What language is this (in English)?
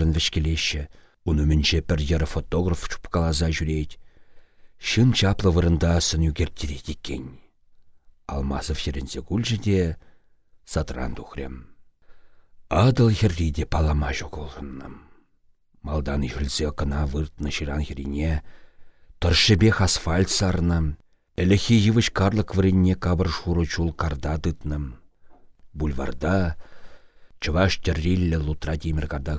Chuvash